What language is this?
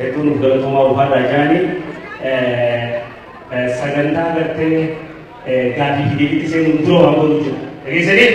Oromo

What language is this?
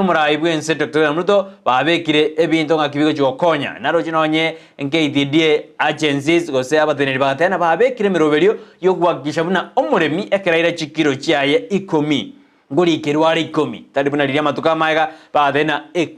Gusii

